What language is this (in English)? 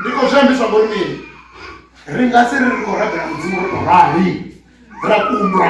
Venda